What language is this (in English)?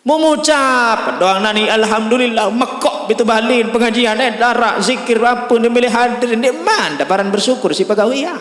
Sasak